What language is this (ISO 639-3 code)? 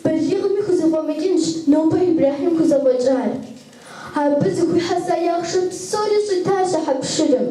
kbd